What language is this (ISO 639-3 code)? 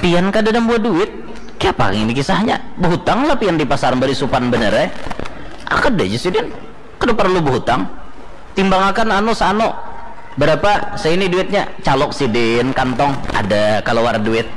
bjn